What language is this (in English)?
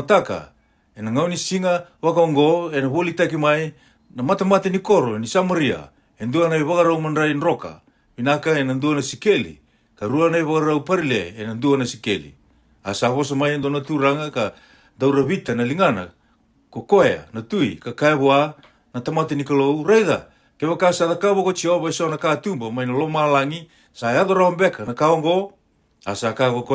Fijian